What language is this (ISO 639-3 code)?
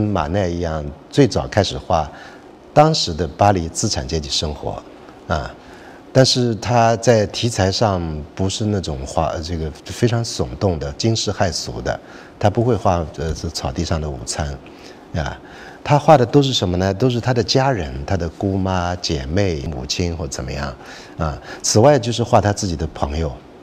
zho